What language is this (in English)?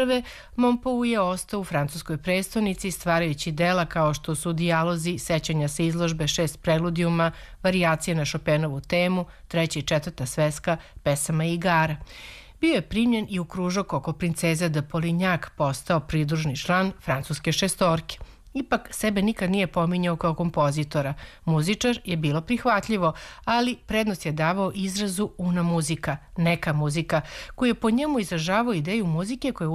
Serbian